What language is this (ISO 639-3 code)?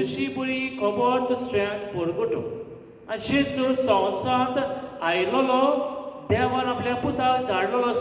kok